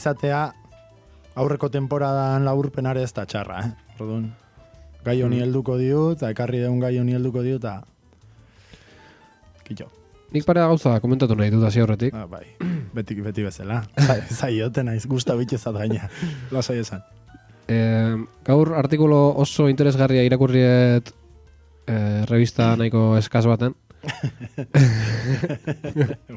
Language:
Basque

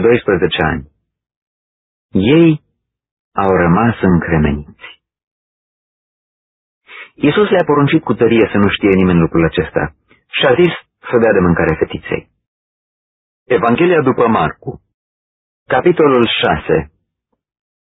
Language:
Romanian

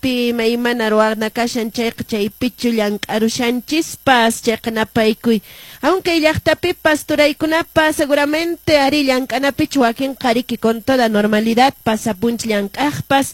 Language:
Quechua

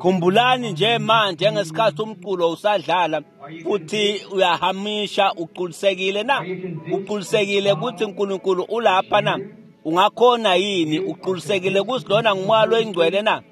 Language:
Swati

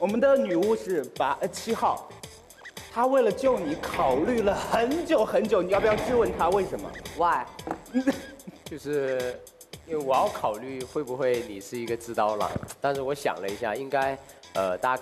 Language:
Chinese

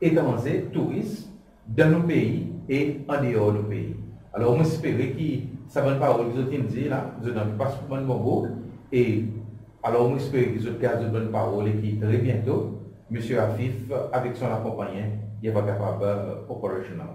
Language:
Seselwa Creole French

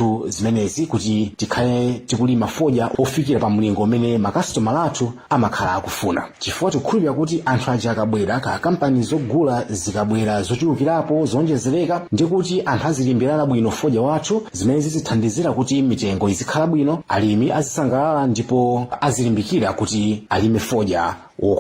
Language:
Nyanja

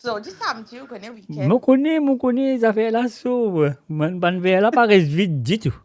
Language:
Morisyen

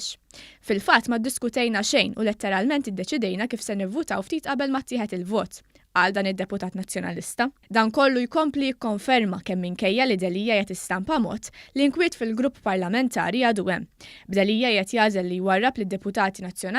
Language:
Maltese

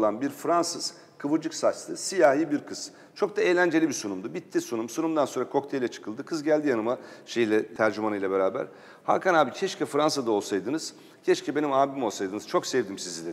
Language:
Turkish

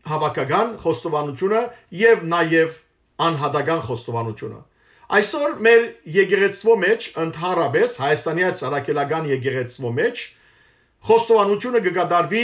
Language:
Western Armenian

